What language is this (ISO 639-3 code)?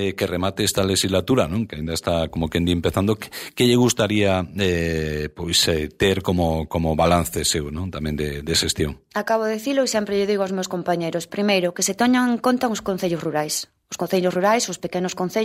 glg